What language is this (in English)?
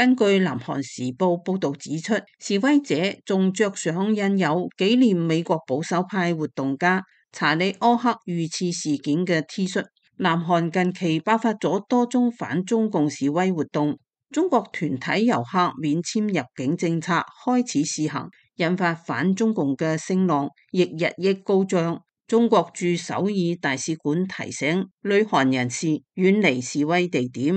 Cantonese